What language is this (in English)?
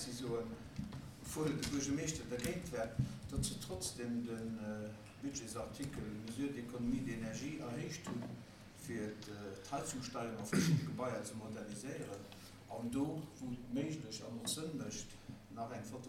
Luxembourgish